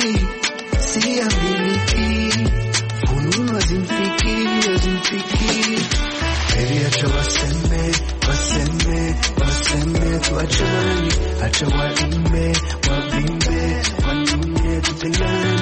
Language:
Swahili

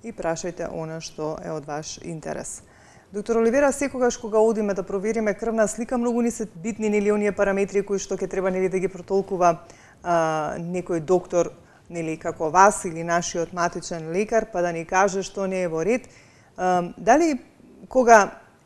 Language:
Macedonian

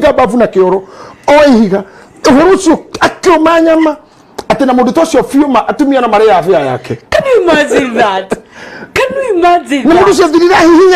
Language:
Kikuyu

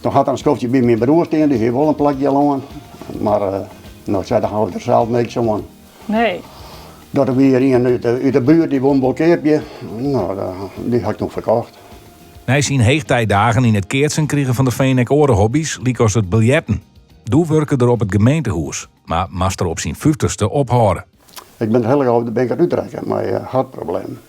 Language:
Western Frisian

